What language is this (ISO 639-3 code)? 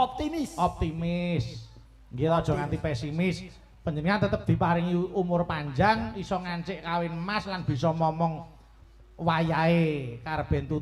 jav